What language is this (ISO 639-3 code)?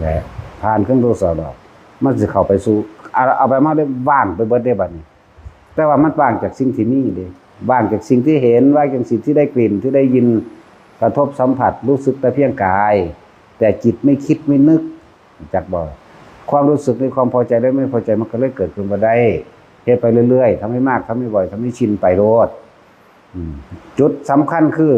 tts